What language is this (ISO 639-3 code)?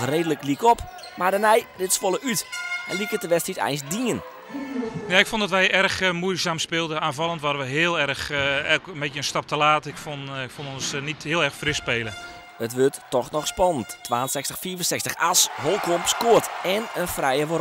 fry